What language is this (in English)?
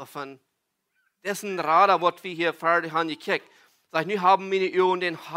Plautdietsch